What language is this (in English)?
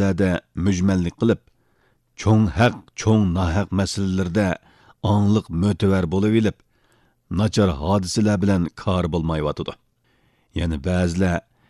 Uyghur